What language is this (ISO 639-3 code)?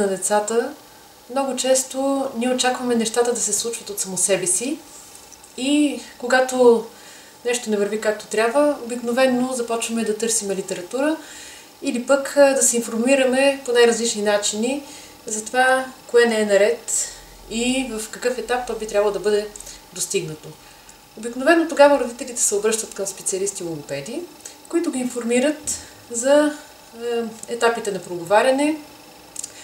bul